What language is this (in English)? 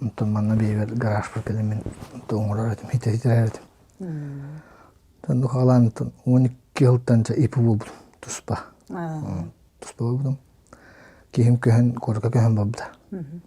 Yakut